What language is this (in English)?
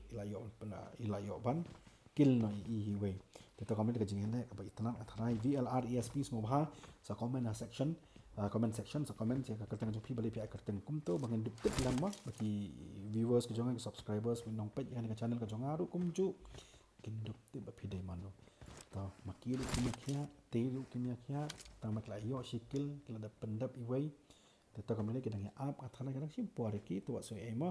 Khasi